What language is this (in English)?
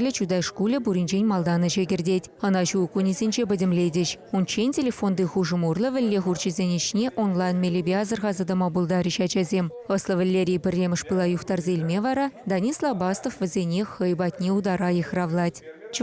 Chuvash